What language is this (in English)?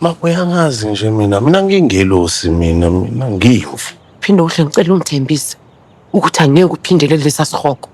Zulu